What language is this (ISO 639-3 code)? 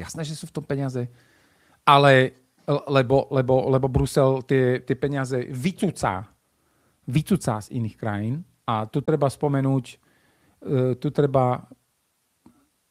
slk